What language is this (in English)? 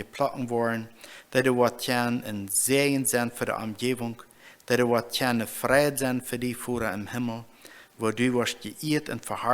Plautdietsch